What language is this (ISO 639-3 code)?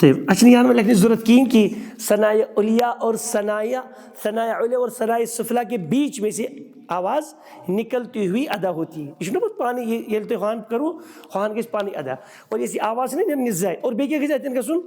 kas